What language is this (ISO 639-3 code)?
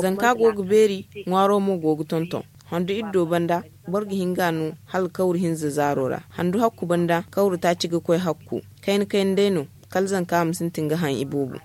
dje